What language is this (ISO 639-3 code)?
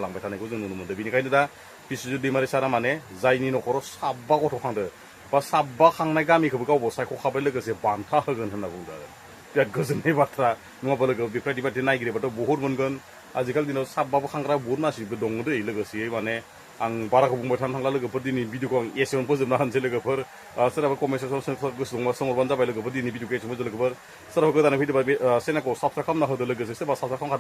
brx